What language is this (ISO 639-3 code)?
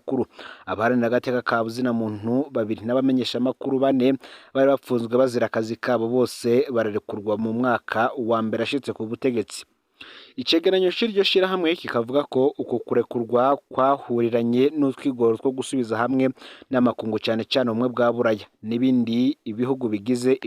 run